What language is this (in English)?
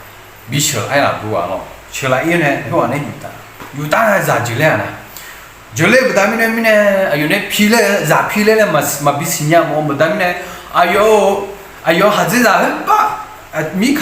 Akha